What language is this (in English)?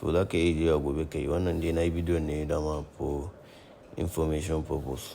Hausa